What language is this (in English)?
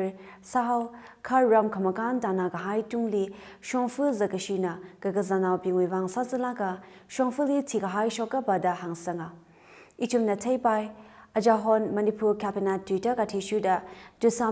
Tangkhul Naga (India)